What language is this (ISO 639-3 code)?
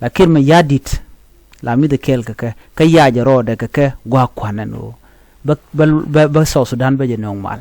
nus